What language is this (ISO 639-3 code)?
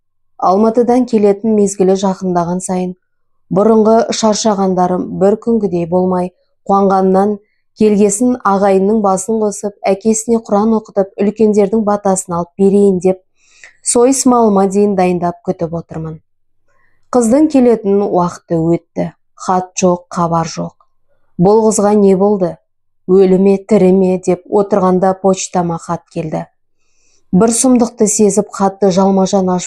kaz